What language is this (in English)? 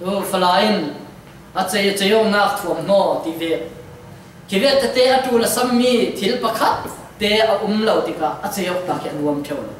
Falam Chin